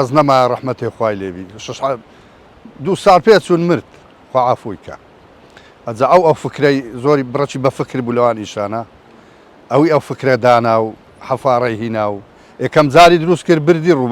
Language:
Central Kurdish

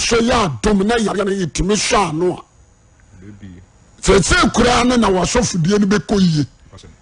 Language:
Akan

